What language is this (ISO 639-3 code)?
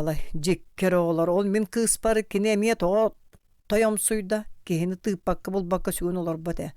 sah